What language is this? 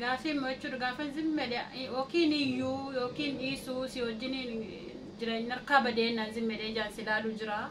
Oromo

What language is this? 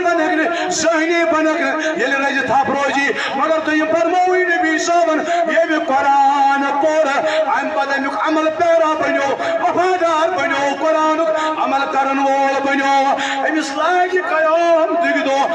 Kashmiri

